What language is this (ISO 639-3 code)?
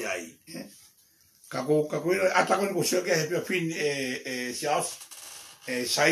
ton